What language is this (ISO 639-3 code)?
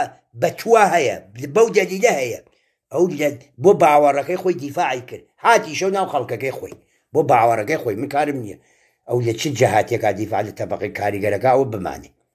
ckb